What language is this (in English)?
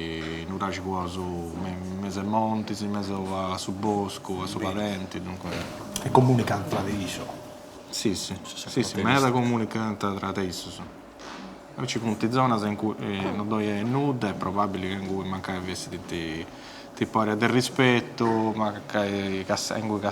Sardinian